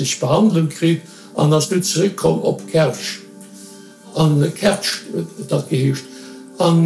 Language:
Luxembourgish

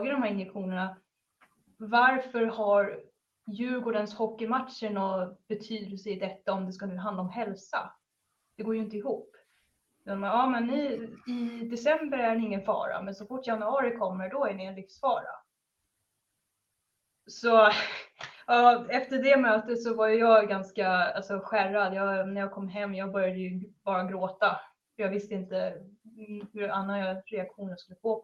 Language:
Swedish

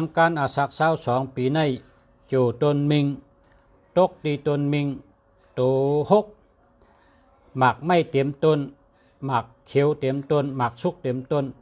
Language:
Shan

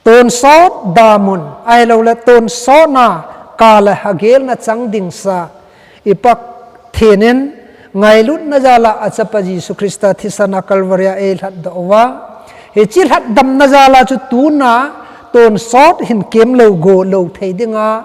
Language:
Thado Chin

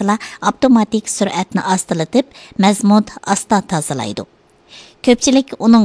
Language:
Uyghur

